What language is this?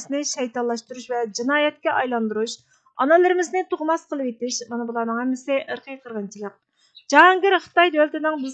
Uyghur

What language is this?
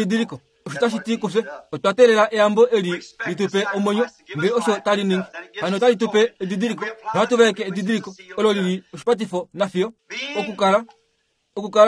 Kuanyama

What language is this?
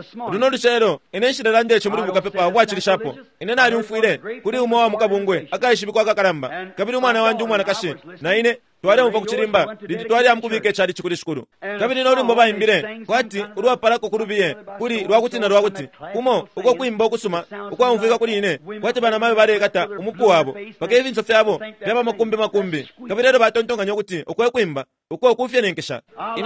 Bemba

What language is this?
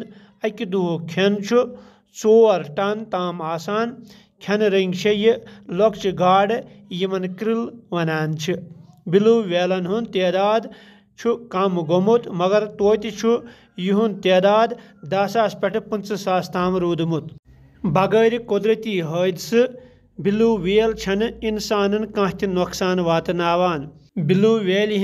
Kashmiri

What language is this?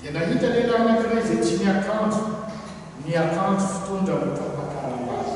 Malagasy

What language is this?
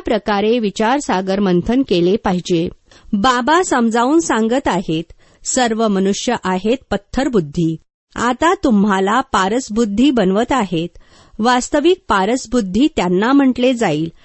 Marathi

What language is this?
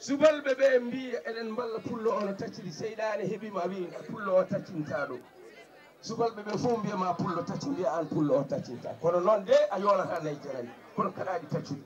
Fula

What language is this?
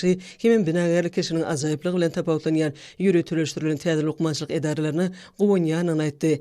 Turkmen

